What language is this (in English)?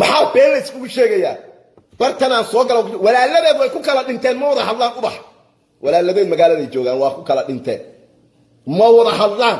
Somali